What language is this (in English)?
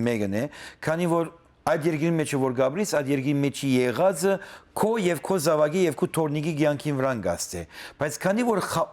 Western Armenian